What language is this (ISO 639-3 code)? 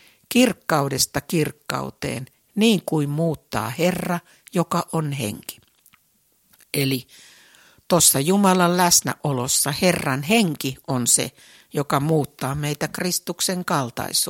fin